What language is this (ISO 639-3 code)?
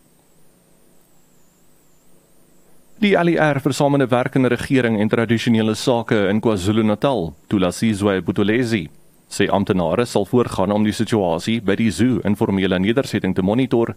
afr